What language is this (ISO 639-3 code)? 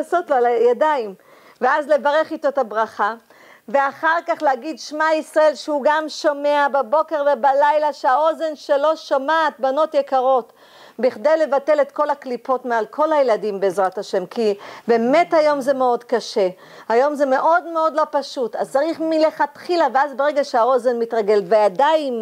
heb